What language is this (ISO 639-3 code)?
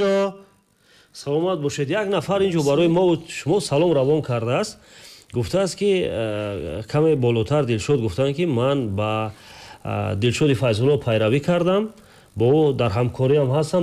tgk